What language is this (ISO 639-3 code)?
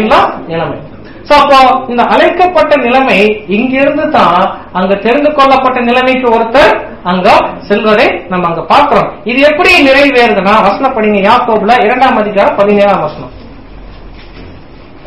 tam